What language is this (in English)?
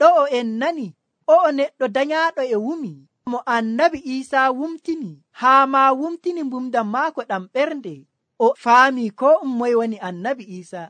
Nigerian Fulfulde